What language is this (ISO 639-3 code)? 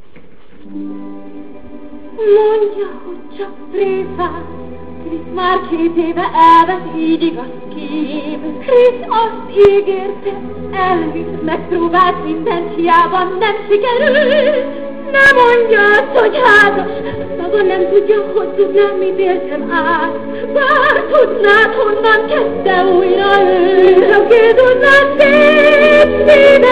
hun